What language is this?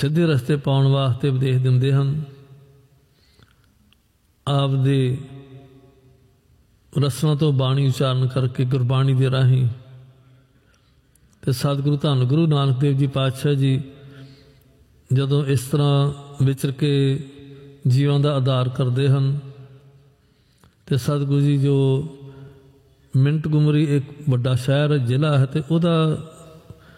Punjabi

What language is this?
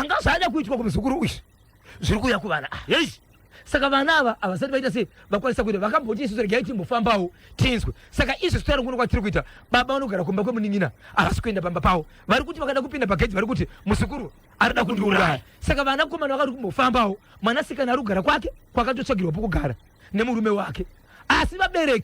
Shona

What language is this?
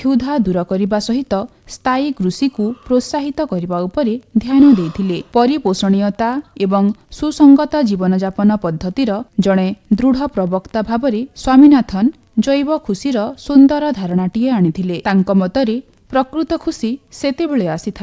Odia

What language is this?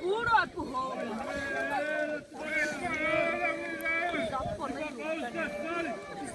Xavánte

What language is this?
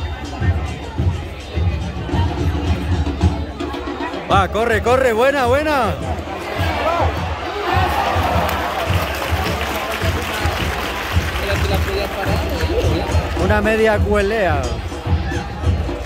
Spanish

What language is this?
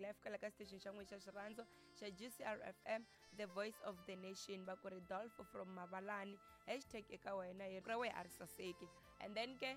Tsonga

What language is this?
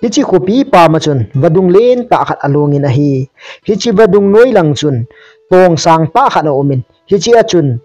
Thado Chin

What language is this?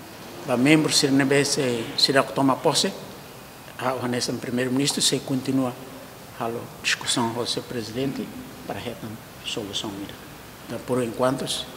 Tetum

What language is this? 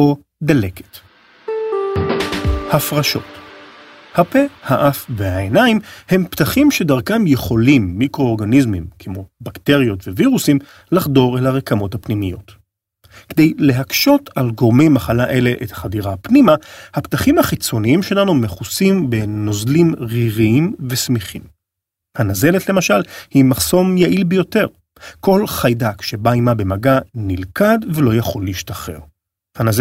Hebrew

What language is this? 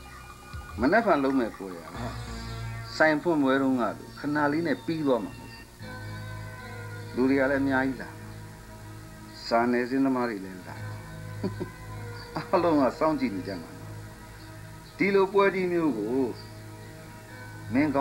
Burmese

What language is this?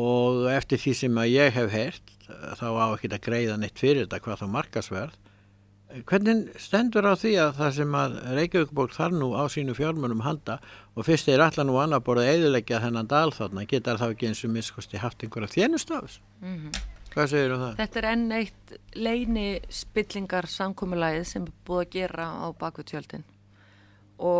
Icelandic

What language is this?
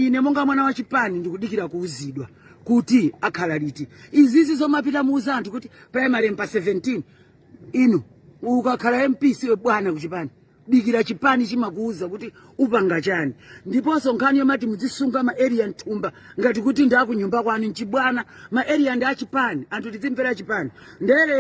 Nyanja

